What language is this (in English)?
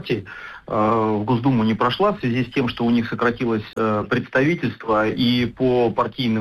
Russian